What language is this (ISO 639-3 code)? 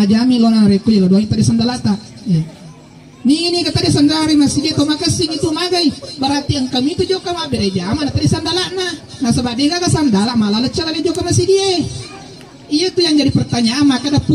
bug